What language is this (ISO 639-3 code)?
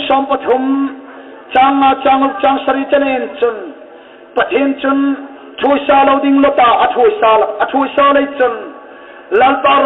hmr